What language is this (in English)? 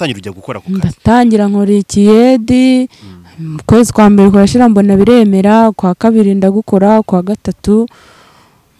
Kinyarwanda